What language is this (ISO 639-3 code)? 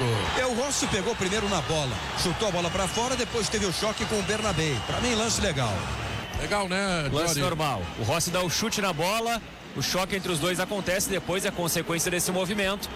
por